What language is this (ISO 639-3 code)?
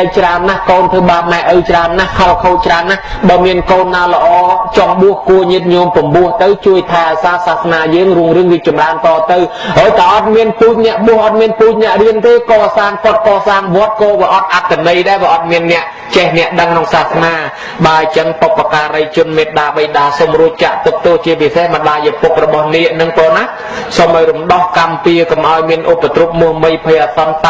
khm